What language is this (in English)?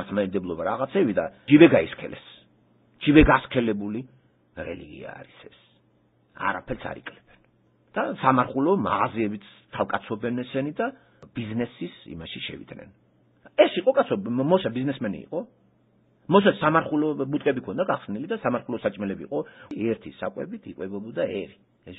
Georgian